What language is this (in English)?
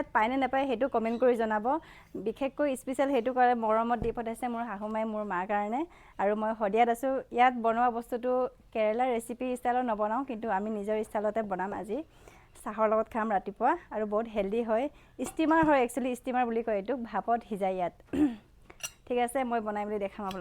Assamese